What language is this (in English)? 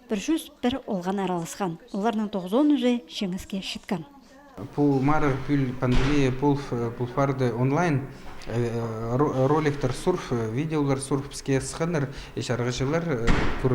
Khakas